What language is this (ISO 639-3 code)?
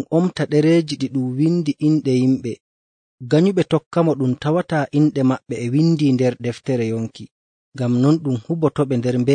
fuv